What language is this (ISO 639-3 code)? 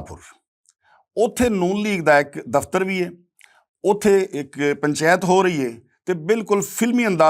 lah